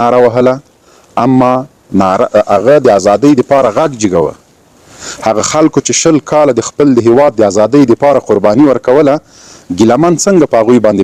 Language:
Pashto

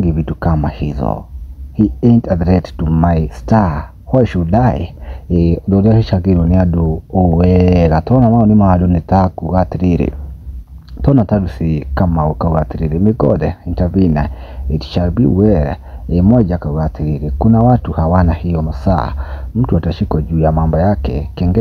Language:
Kikuyu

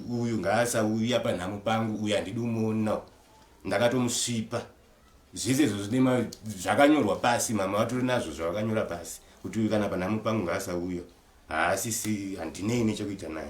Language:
Shona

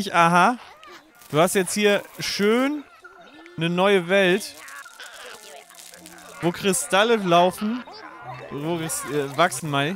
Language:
German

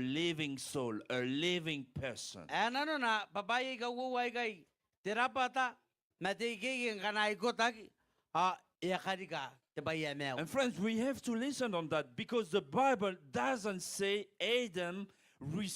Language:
Gilbertese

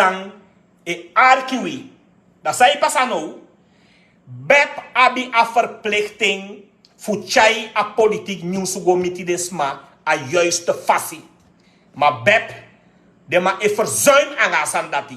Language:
Sranan Tongo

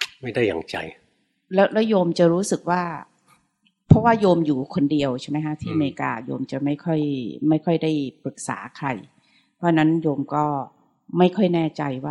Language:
Thai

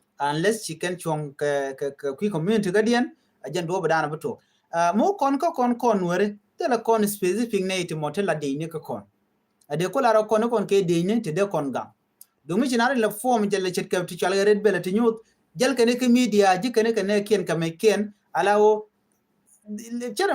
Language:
Nuer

